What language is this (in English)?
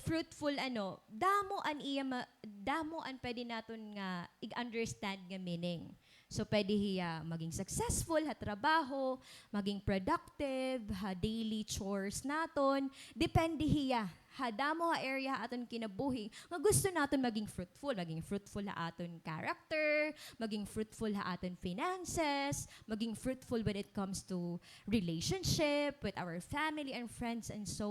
Waray